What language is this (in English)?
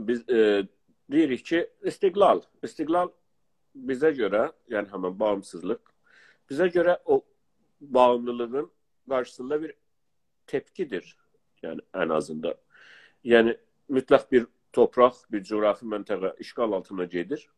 South Azerbaijani